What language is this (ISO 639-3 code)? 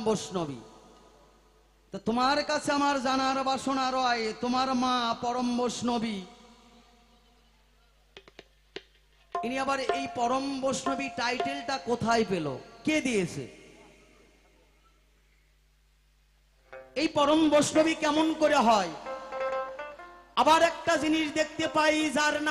ben